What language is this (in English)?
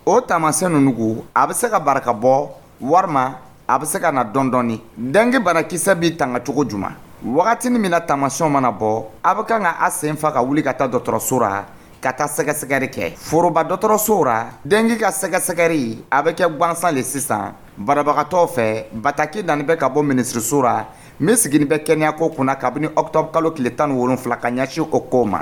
Dyula